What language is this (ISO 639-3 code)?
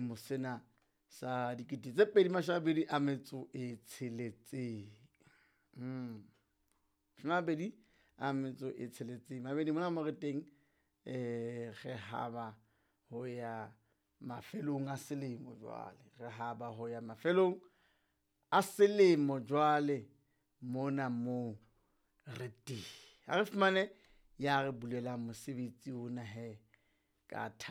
sot